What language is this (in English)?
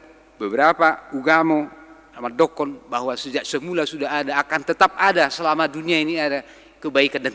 Batak Toba